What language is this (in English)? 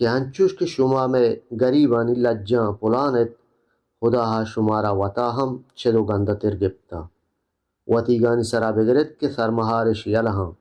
Baluchi